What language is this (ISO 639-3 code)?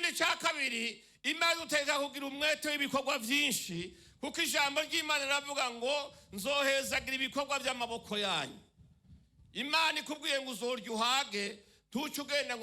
run